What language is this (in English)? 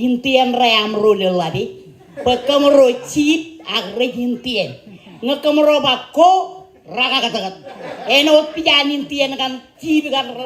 Marshallese